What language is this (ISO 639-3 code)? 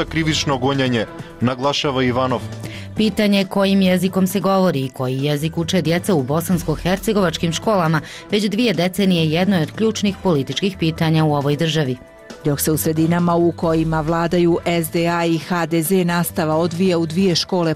bos